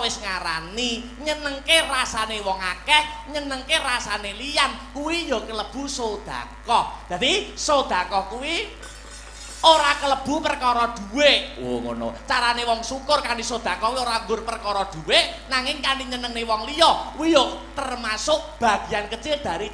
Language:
Javanese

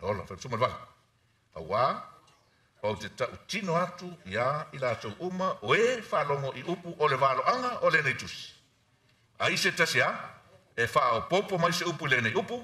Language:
Samoan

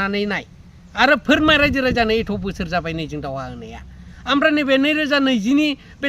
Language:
Bodo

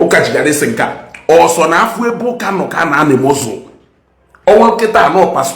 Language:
Igbo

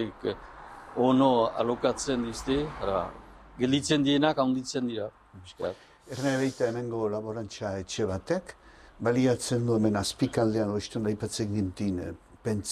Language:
Basque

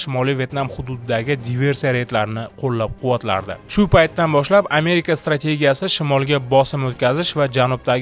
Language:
Uzbek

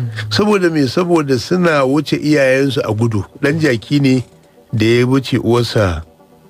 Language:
Hausa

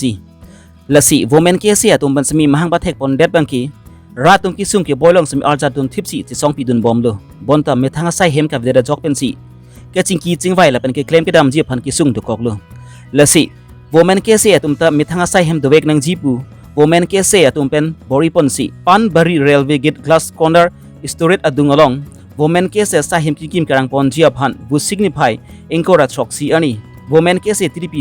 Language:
Karbi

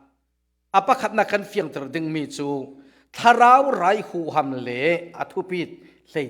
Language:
Falam Chin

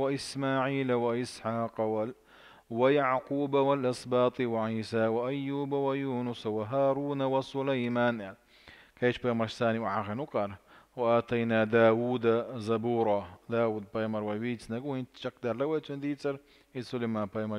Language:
Chechen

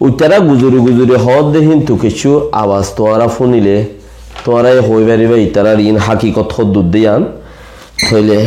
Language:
Rohingya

